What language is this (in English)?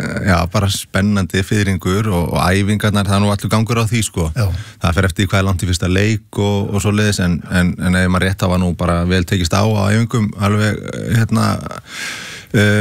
Icelandic